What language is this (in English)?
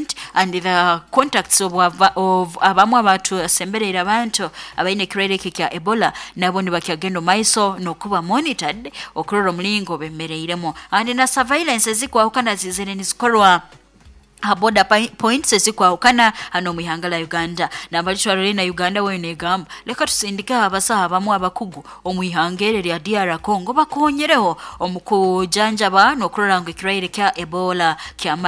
Nyoro